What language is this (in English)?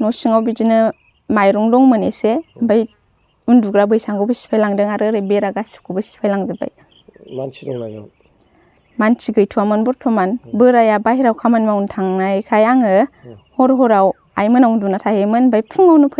Bodo